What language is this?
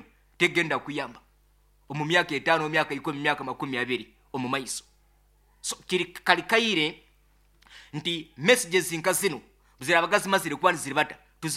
Nyoro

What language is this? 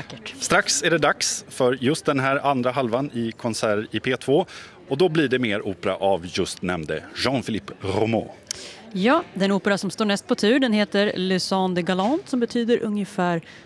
Swedish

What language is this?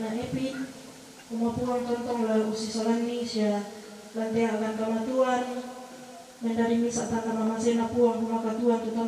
Toraja-Sa'dan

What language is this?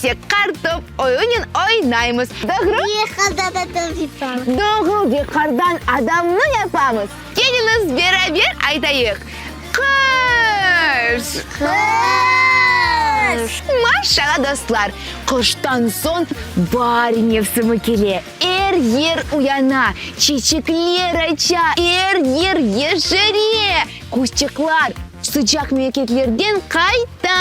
Crimean Tatar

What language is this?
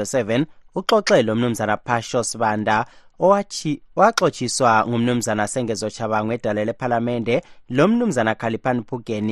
North Ndebele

